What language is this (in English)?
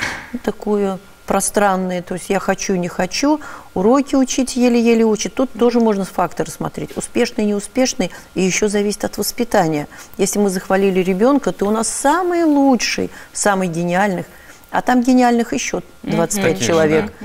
Russian